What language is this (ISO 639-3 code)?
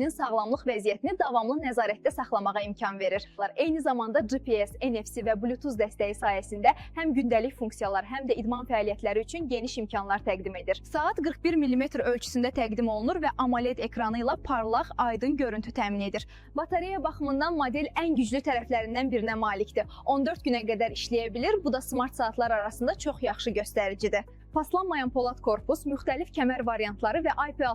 aze